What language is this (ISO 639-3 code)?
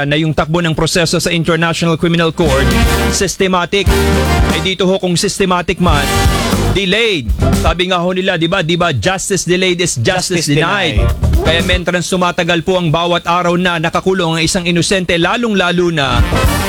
fil